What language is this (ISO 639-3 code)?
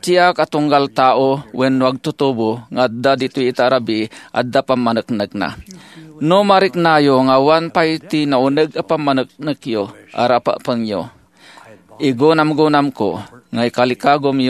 ilo